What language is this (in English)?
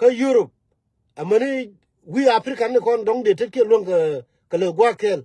Nuer